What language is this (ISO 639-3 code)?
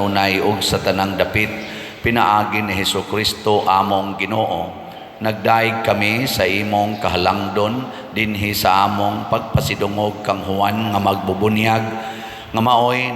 ceb